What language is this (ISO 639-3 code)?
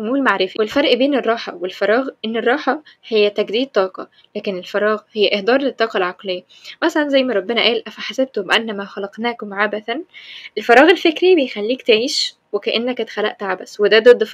arz